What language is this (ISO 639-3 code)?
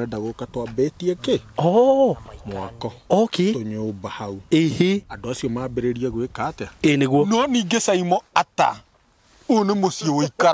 kik